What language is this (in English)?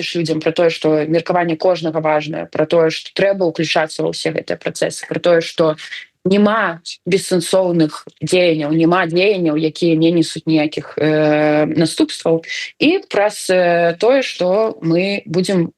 Belarusian